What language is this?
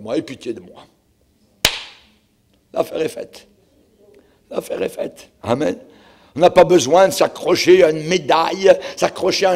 French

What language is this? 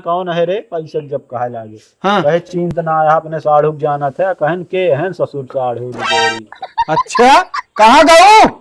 Awadhi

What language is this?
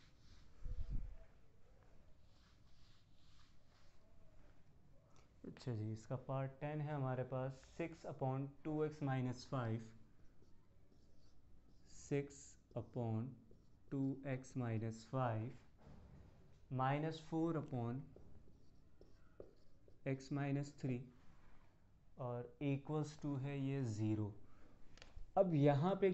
Hindi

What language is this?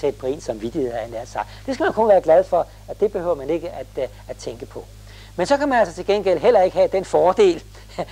Danish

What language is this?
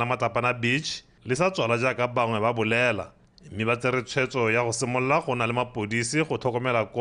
Tswana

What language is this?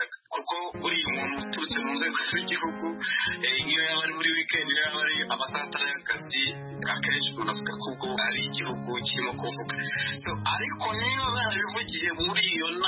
Kinyarwanda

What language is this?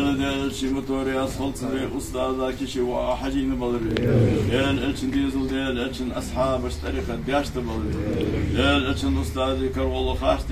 Ingush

